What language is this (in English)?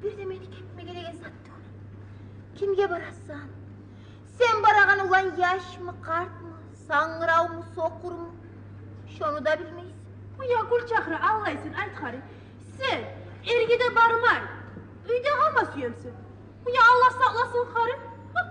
Kumyk